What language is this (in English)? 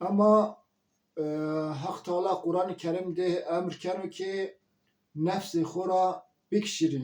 Zaza